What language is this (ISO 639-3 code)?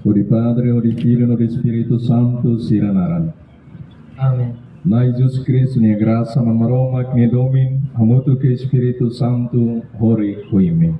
tet